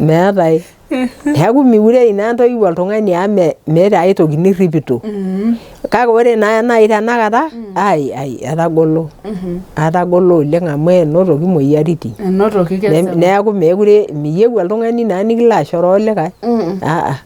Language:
Masai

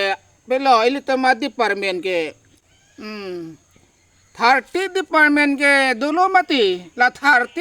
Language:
Karbi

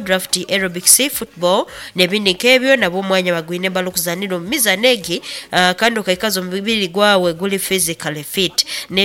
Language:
Nyoro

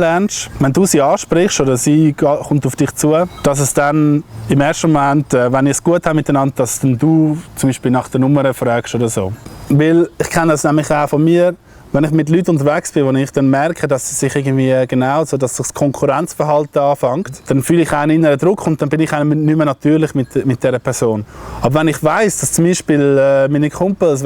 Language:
Swiss German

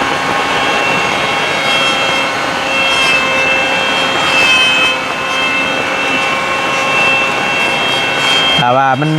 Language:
Northeastern Thai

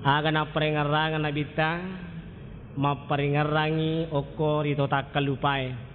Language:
Buginese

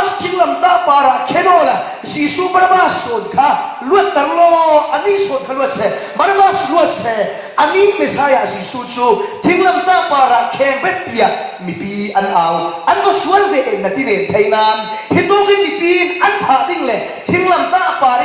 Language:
Falam Chin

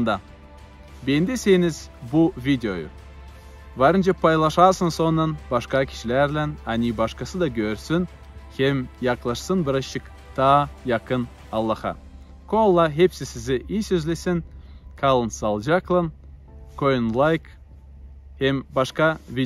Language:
Gagauz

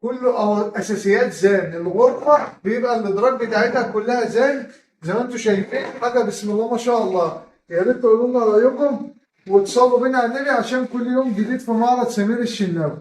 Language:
Egyptian Arabic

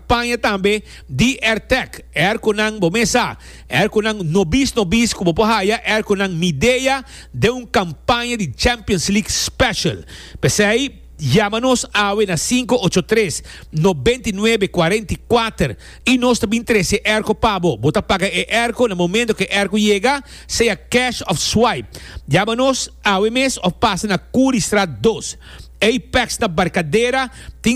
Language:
Papiamento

